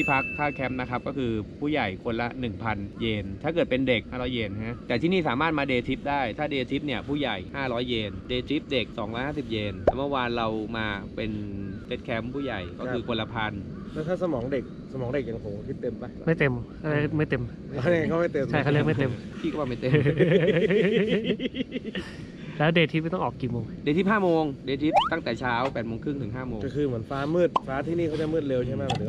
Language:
Thai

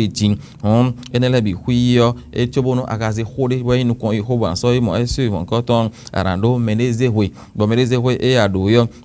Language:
Fon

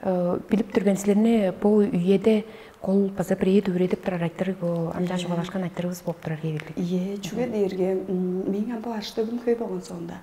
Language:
Tuvinian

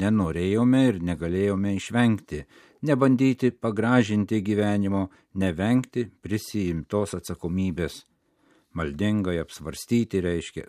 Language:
Lithuanian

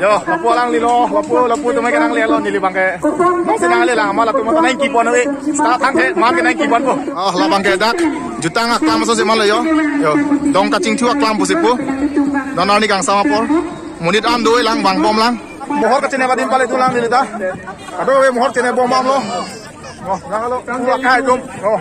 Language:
Karbi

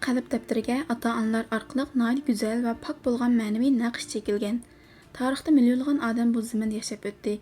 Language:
Uyghur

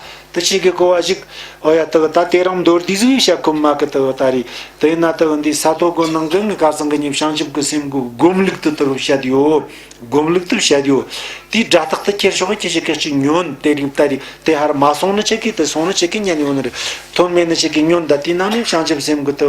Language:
Tibetan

